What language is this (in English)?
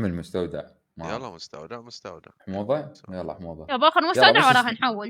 Mesopotamian Arabic